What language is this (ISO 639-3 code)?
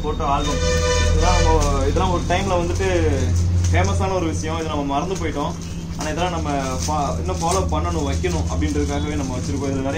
tam